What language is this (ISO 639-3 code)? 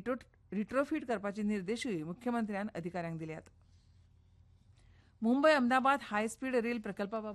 kok